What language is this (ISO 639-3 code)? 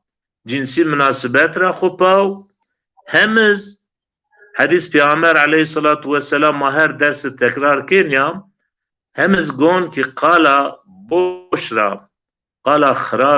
zza